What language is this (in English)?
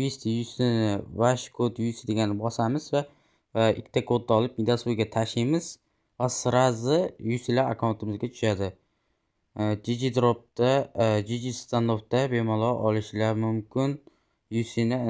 Uzbek